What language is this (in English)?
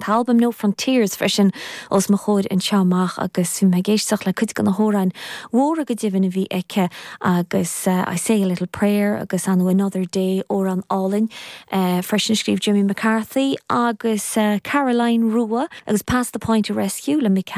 Irish